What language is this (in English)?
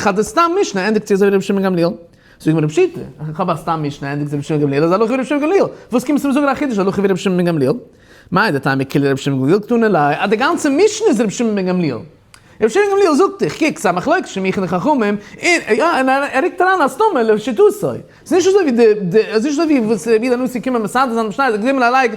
Yiddish